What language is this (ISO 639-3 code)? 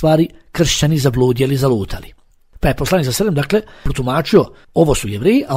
bos